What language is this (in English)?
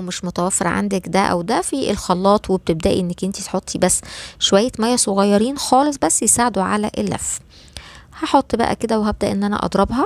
Egyptian Arabic